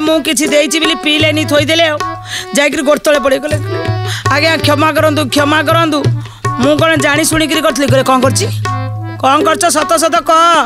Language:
Odia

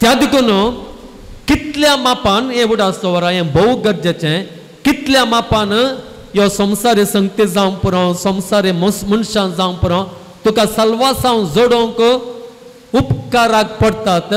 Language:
Konkani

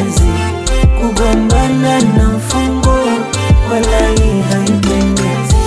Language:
Swahili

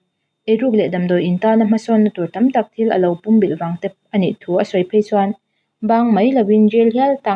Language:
Mizo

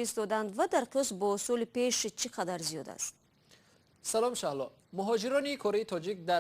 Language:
Tajik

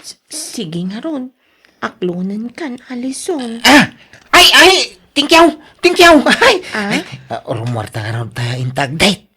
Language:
Iloko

